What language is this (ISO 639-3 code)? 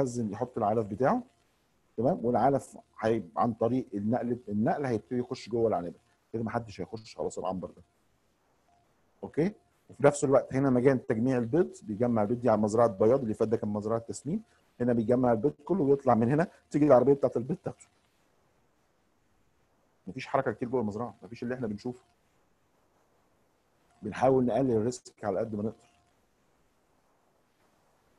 arz